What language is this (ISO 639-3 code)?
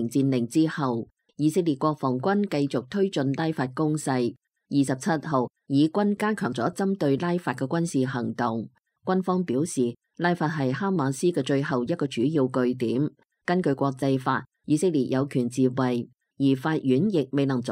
yue